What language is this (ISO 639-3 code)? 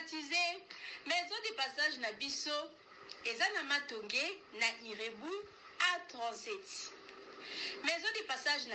lin